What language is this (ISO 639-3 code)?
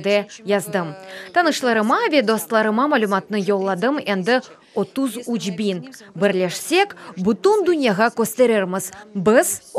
crh